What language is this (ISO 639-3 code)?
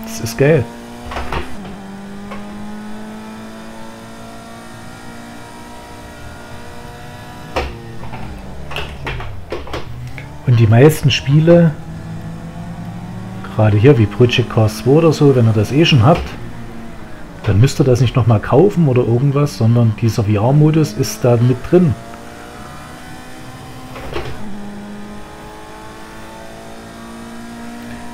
deu